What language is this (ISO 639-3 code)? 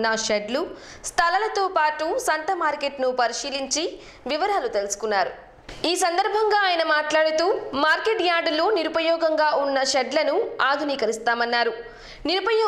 tel